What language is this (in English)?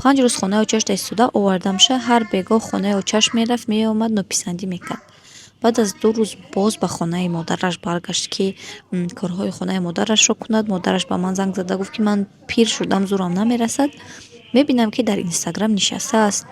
Tajik